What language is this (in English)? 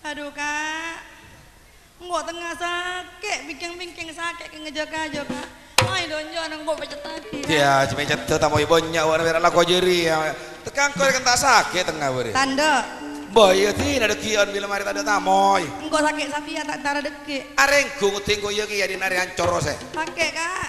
Madurese